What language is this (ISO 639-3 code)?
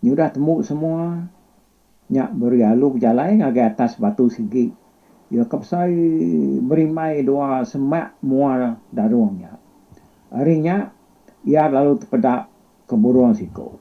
iba